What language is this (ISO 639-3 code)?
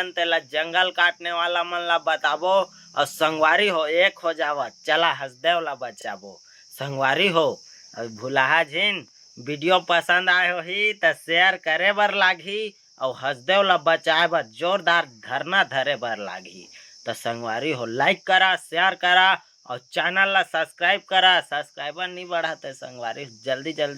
hne